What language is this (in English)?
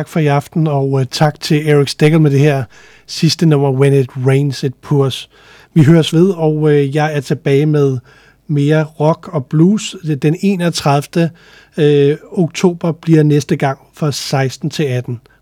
Danish